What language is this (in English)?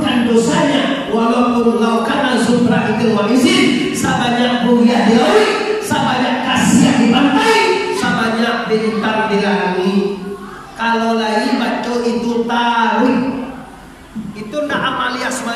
Minangkabau